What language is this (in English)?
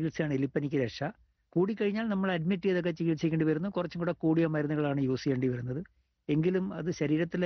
Malayalam